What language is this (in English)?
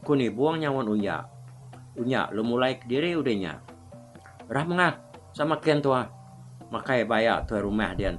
Iban